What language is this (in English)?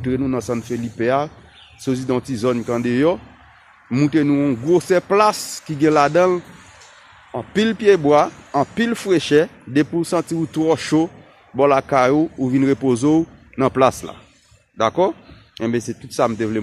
Haitian Creole